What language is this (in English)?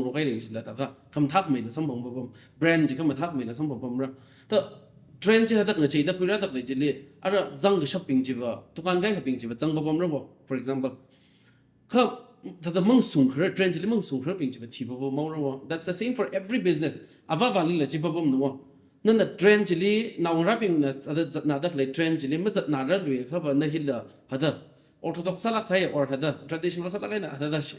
Tangkhul Naga (India)